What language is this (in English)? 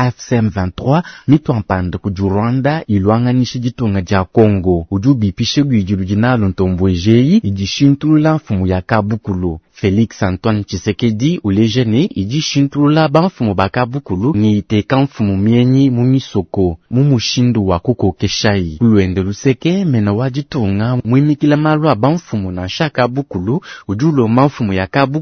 Luba-Lulua